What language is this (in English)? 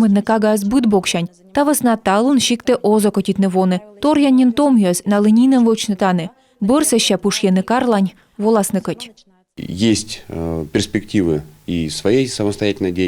Komi